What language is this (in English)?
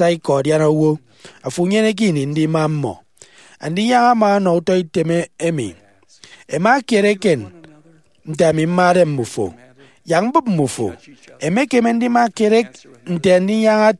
Efik